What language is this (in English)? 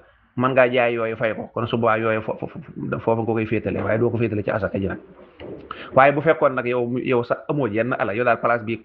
Wolof